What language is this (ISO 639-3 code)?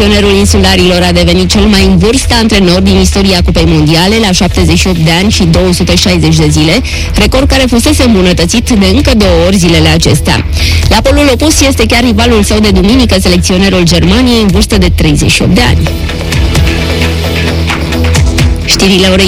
ron